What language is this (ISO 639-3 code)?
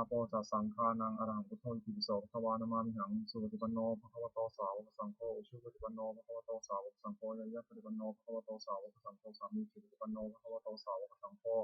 pli